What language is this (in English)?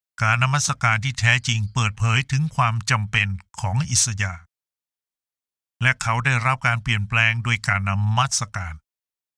Thai